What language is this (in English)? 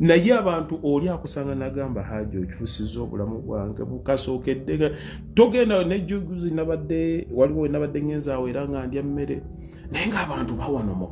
Ganda